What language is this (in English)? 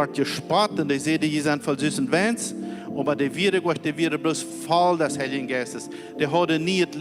Plautdietsch